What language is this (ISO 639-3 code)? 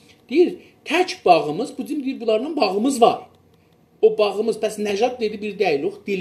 azb